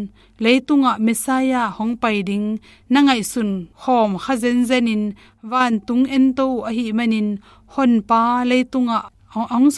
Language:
Tedim Chin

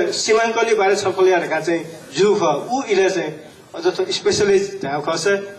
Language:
Newari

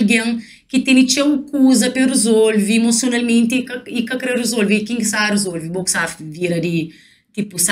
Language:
Kabuverdianu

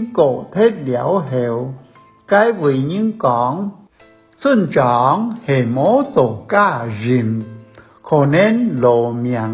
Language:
Hakka Chinese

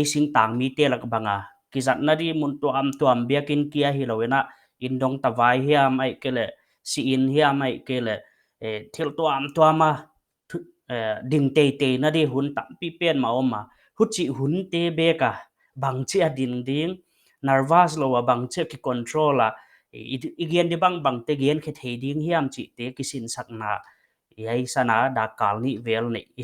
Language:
Paite Chin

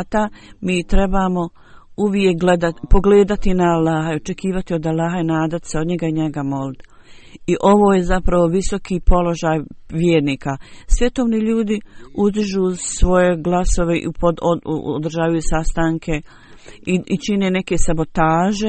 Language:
Bosnian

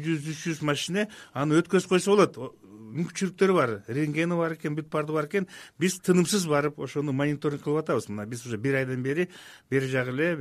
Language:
Kyrgyz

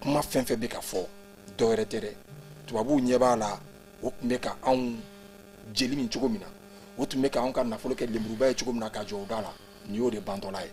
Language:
Bambara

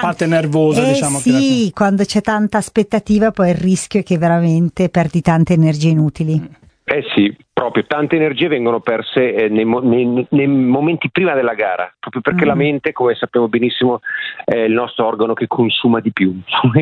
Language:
Italian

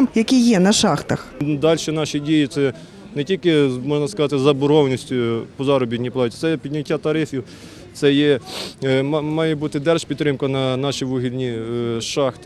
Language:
Ukrainian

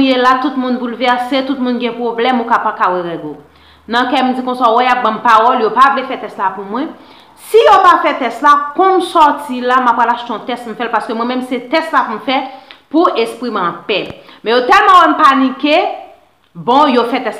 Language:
Haitian Creole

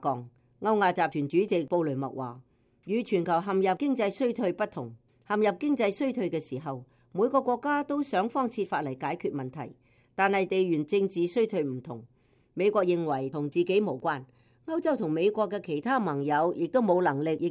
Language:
Cantonese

